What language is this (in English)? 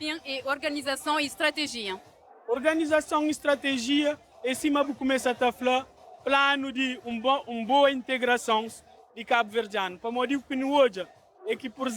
Kabuverdianu